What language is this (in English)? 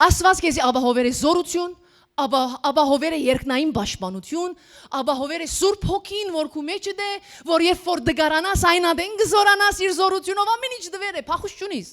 Western Armenian